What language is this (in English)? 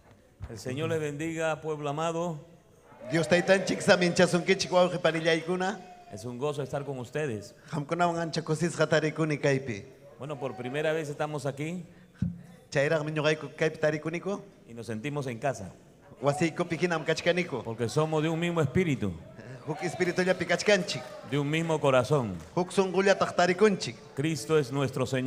Ayacucho Quechua